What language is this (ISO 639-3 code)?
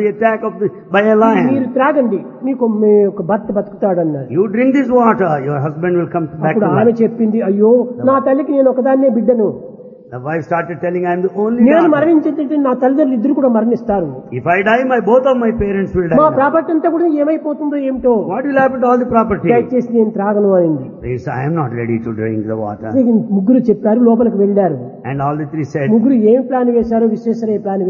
tel